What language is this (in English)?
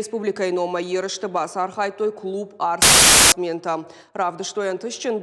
Ossetic